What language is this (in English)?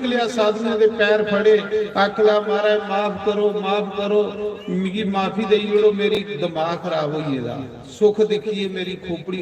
Dogri